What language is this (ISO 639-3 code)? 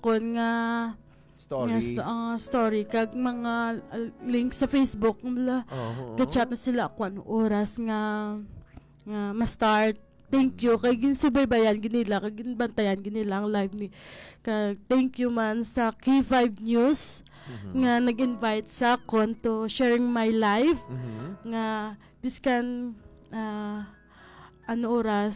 hil